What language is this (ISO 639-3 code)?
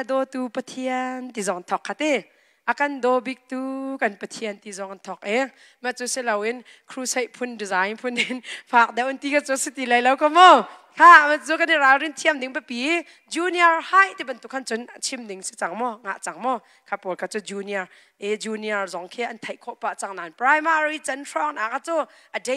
cnh